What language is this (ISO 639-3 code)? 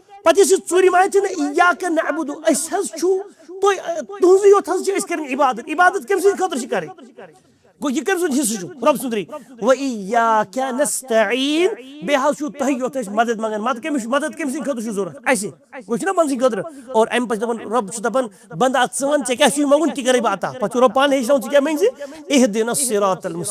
kas